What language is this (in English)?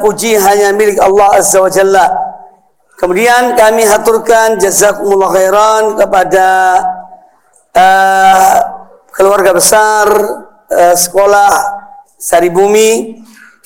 Indonesian